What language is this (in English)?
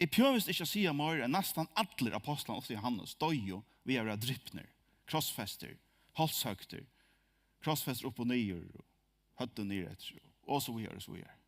Faroese